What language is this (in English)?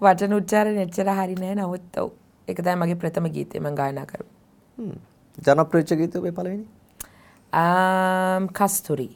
Sinhala